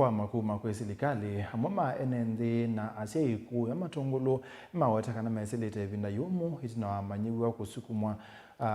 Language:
Kamba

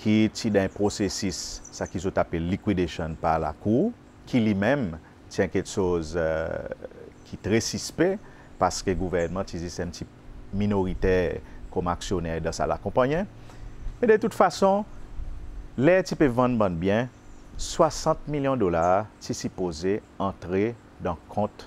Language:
Seselwa Creole French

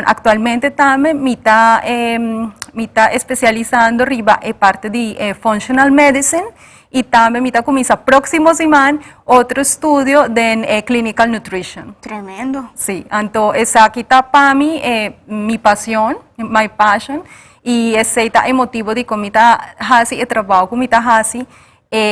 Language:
Papiamento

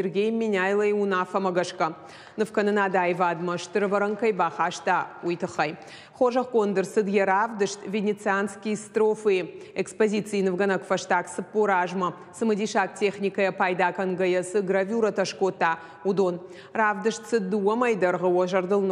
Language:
Ossetic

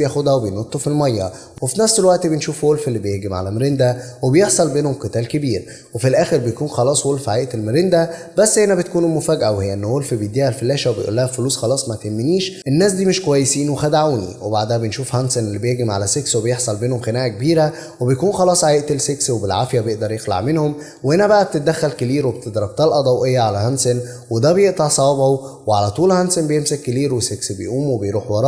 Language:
Egyptian Arabic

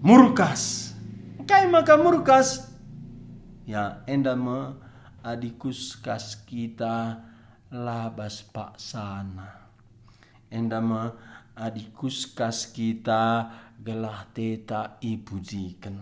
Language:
Batak Karo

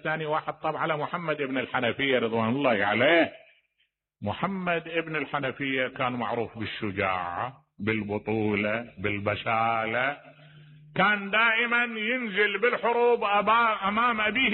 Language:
Mesopotamian Arabic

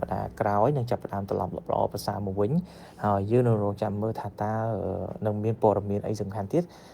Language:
Khmer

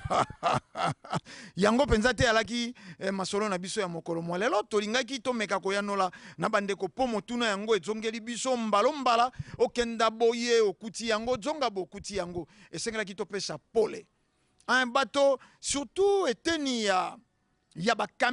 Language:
Lingala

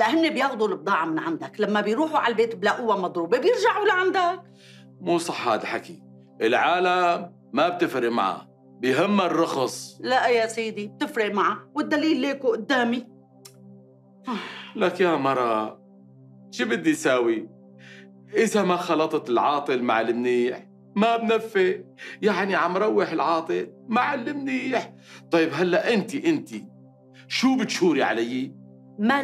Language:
North Levantine Arabic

